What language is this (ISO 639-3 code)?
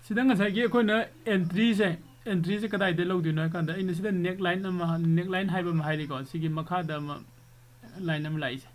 mni